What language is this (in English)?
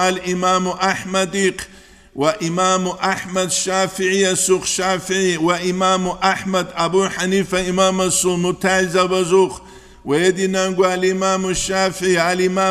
Avaric